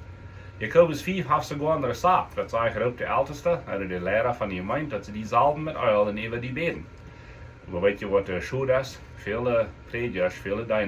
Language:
Plautdietsch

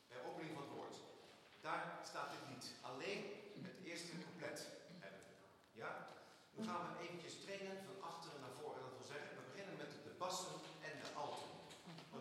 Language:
Dutch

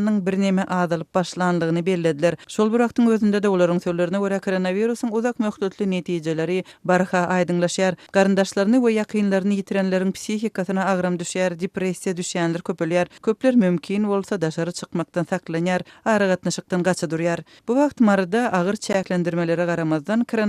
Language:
Turkmen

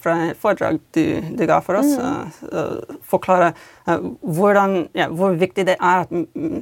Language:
Norwegian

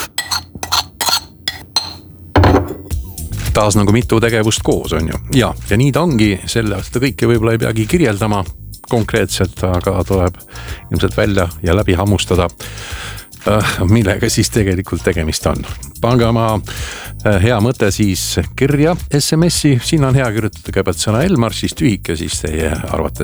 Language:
Estonian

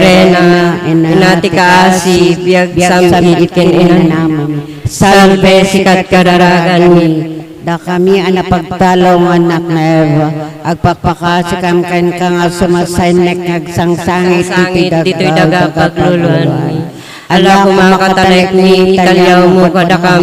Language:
Iloko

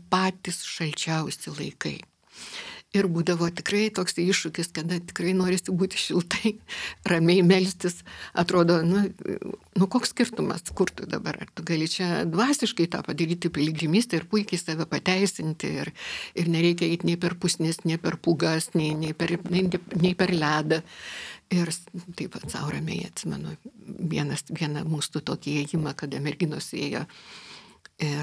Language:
Lithuanian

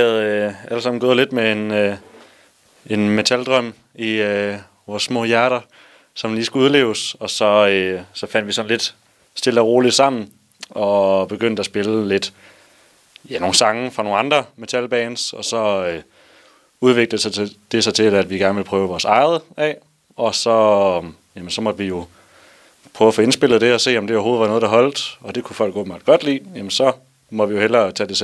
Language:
Danish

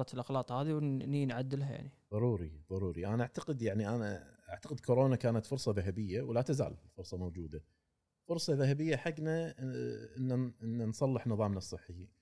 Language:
Gulf Arabic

